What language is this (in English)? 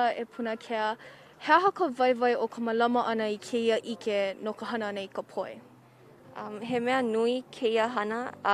Hawaiian